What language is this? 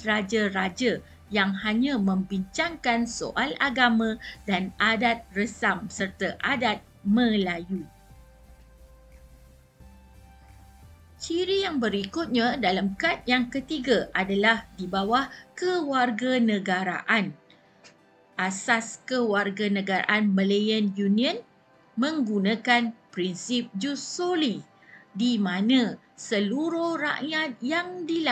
Malay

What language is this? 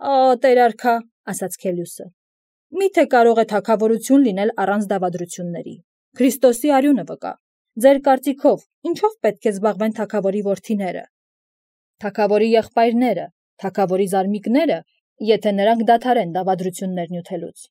Armenian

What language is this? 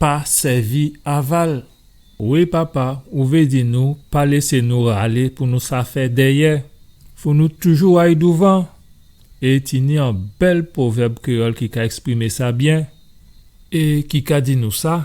Guadeloupean Creole French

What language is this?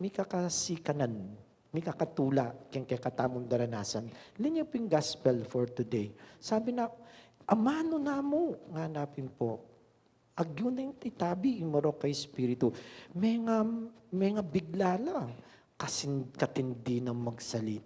Pampanga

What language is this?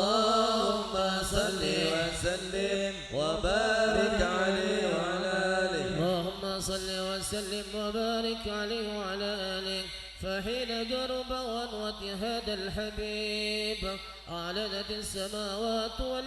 Madurese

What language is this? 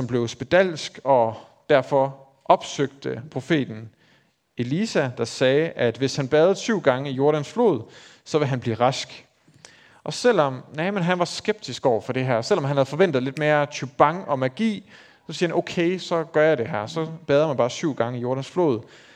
Danish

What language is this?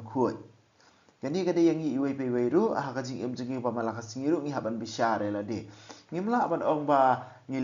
Khasi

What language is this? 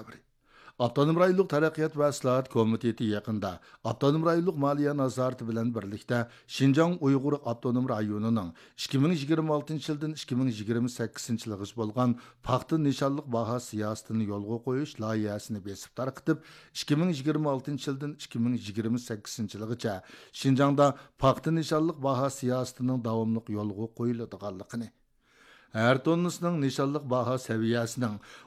Uyghur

